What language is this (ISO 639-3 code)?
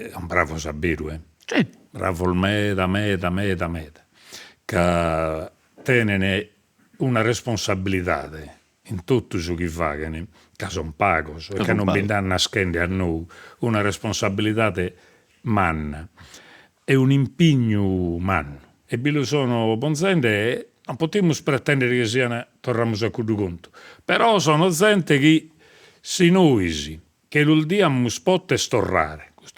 srd